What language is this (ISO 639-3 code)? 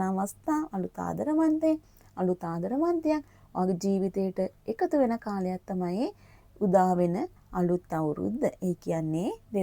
sin